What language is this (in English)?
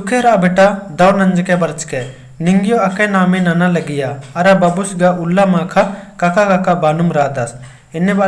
Kurukh